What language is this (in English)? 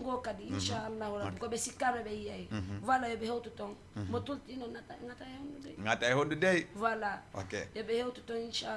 Fula